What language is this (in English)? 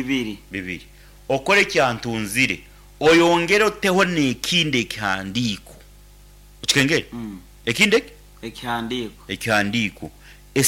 Nyankole